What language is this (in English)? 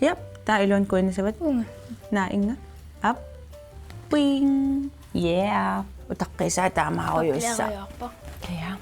Kalaallisut